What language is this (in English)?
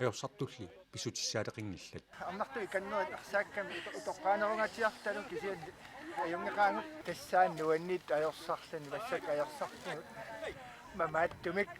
Kalaallisut